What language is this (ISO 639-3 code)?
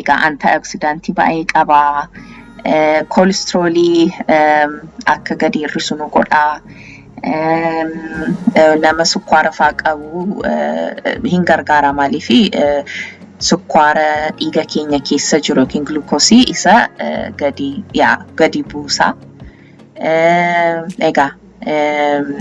orm